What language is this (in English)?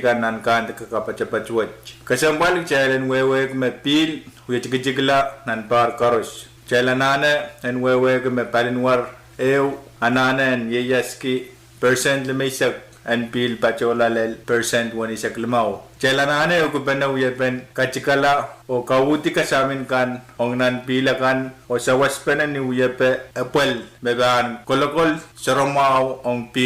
Pohnpeian